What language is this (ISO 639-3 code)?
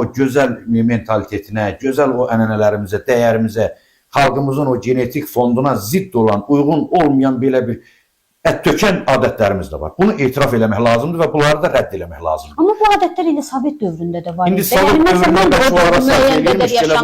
aze